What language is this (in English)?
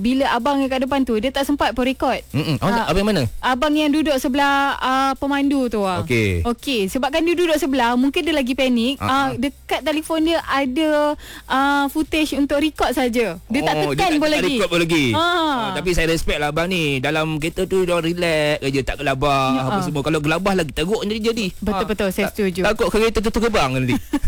Malay